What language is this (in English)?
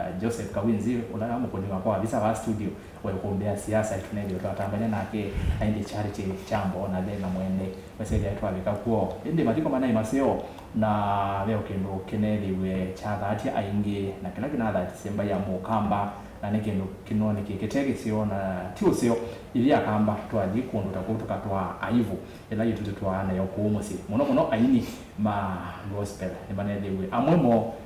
Kamba